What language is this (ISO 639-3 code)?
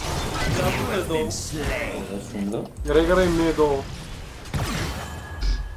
bul